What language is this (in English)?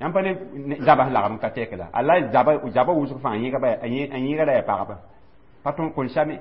Mossi